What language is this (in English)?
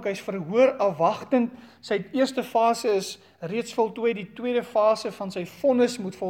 Afrikaans